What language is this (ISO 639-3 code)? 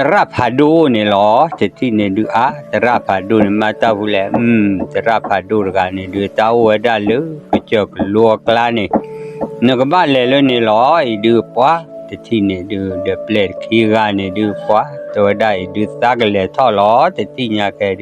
ksw